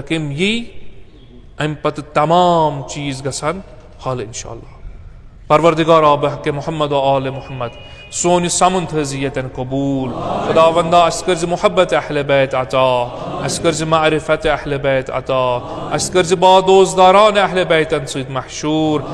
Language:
Kashmiri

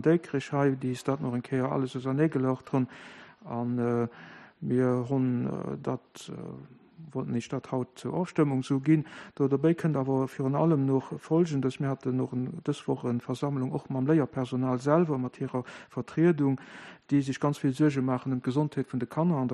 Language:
Luxembourgish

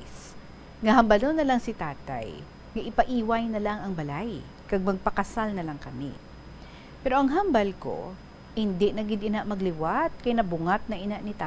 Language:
Hiligaynon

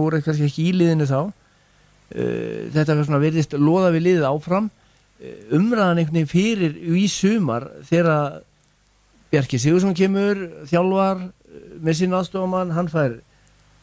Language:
Icelandic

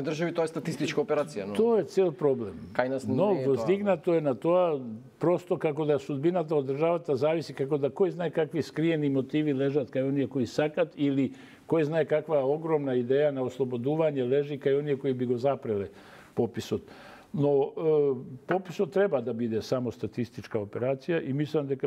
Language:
Macedonian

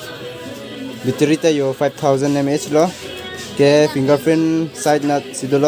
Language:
Karbi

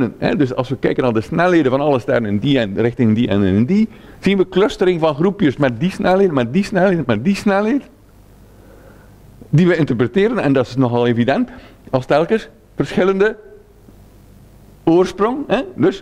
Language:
Dutch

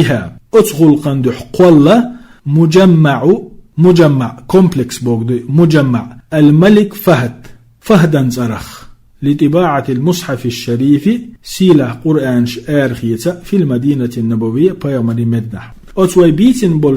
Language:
Chechen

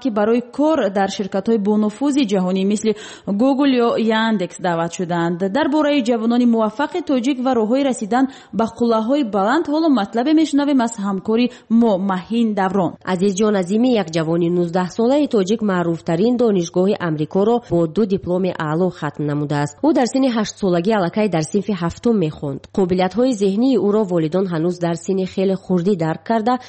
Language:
Tajik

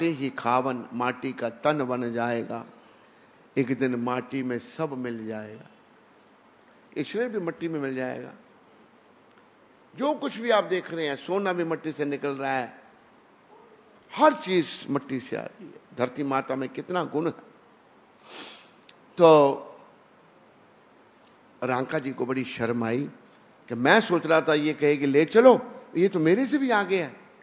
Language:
Hindi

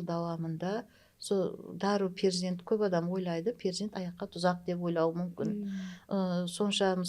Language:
Kara-Kalpak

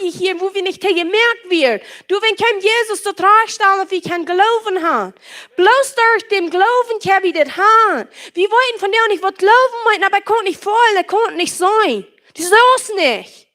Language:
Plautdietsch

